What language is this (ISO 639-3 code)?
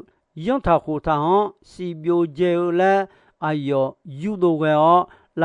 ahk